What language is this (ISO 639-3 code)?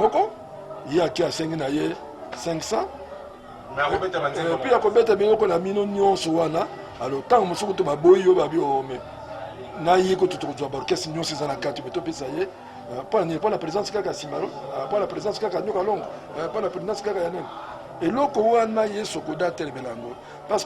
lin